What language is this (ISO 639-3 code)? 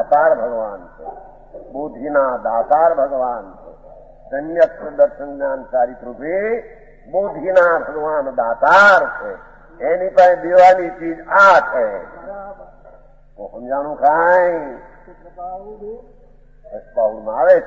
guj